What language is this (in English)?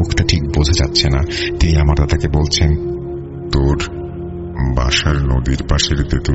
Bangla